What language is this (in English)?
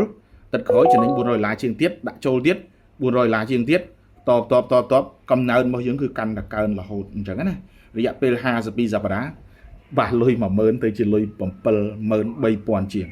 Khmer